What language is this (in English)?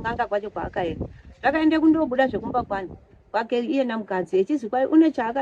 Shona